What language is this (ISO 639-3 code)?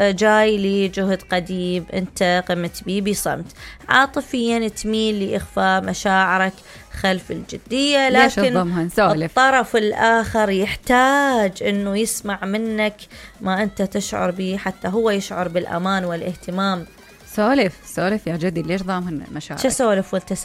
acm